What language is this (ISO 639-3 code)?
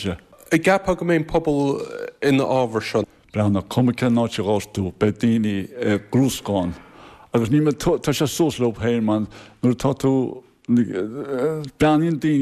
gle